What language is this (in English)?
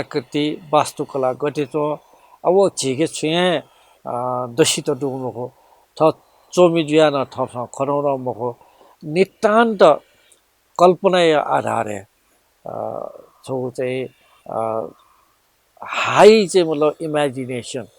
Newari